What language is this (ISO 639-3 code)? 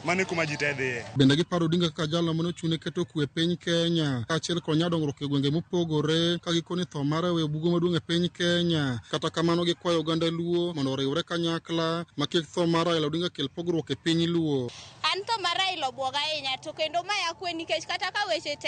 luo